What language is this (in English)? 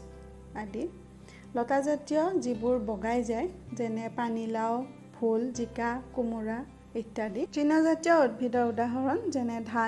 Assamese